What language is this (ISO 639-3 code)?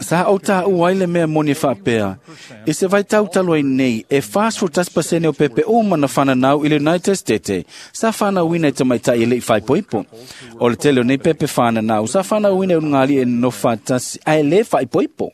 smo